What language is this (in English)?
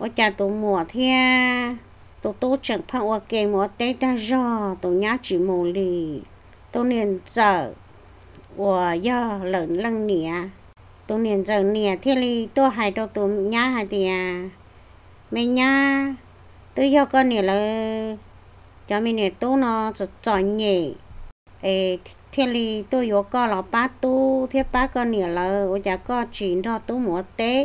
Hmong